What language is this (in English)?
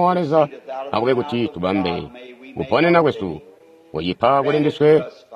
Tonga (Zambia)